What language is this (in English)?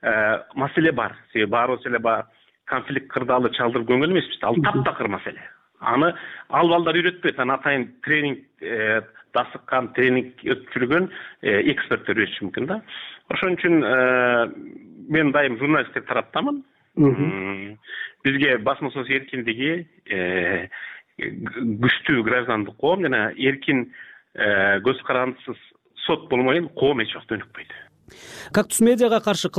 Kyrgyz